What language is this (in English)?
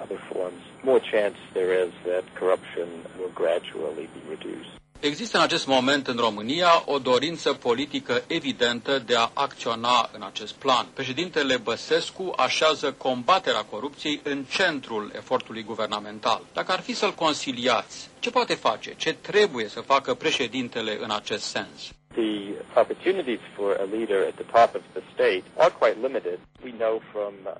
Romanian